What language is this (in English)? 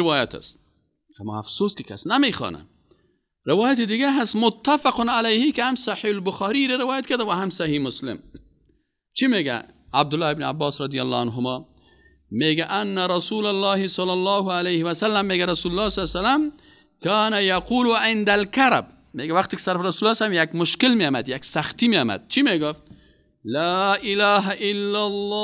Persian